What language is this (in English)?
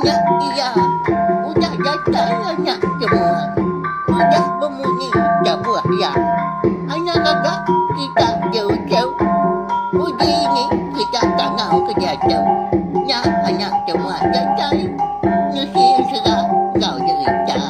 Iban